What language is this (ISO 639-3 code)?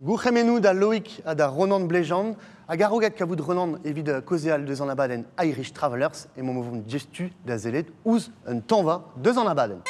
bre